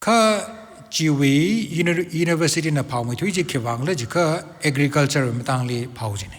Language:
Tangkhul Naga (India)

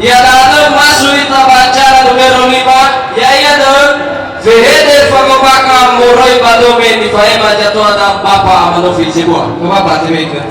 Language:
Nias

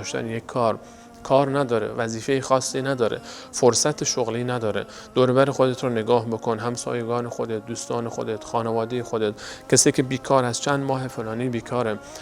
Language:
Persian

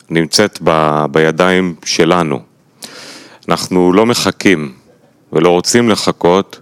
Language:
Hebrew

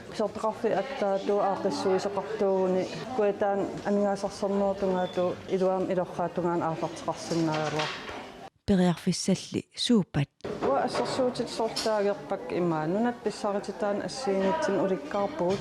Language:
Kalaallisut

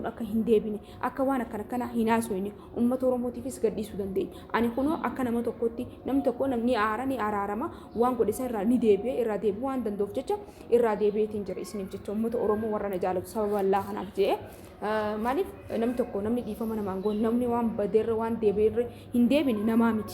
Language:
Oromo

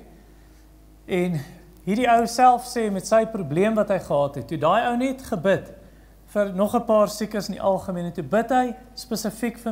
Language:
Afrikaans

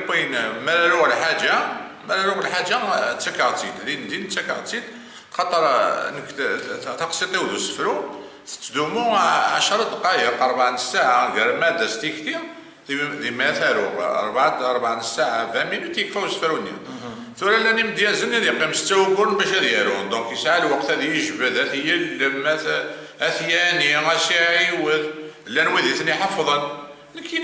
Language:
Kabyle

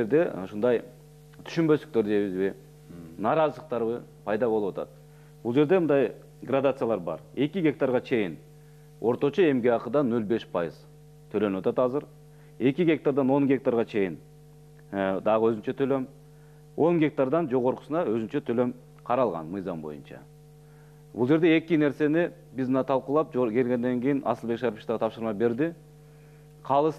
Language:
Kyrgyz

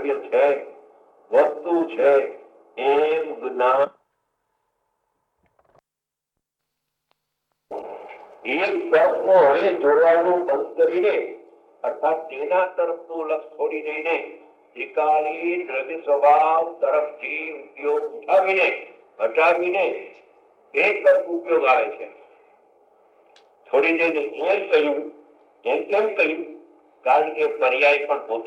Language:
Gujarati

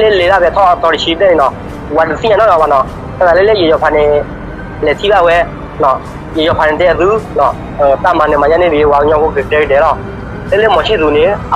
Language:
S'gaw Karen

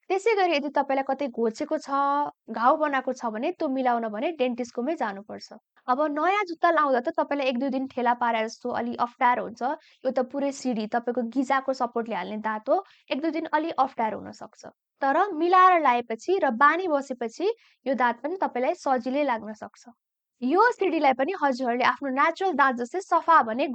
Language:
Nepali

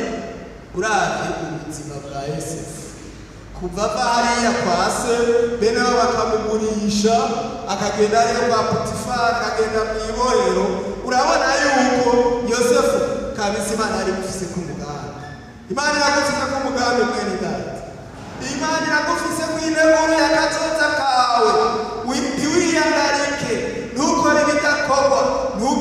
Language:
Rundi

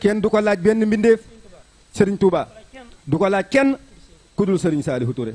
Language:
Wolof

